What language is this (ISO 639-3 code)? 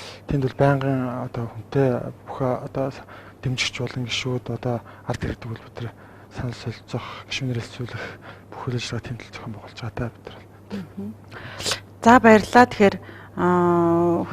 mon